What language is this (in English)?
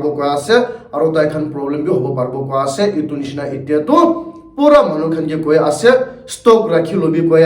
Naga Pidgin